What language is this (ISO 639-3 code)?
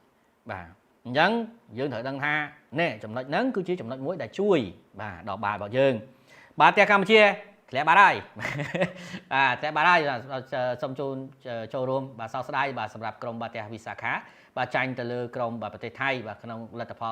khm